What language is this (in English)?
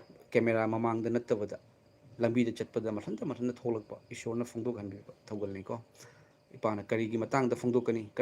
Manipuri